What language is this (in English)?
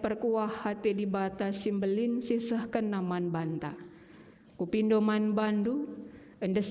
Batak Karo